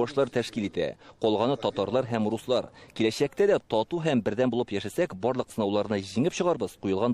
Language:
Tatar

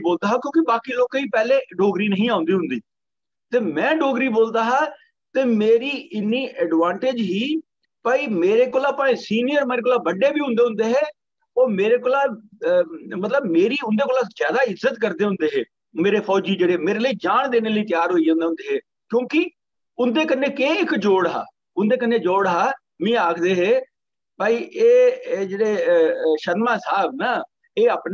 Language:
Dogri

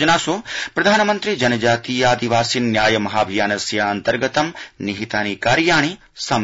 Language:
Sanskrit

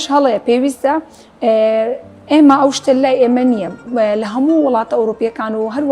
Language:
Central Kurdish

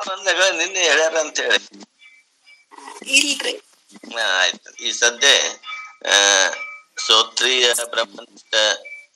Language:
Kannada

